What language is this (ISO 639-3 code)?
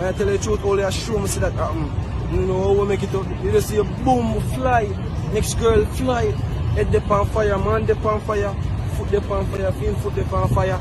jam